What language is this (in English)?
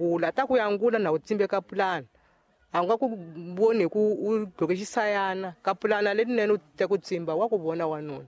Tsonga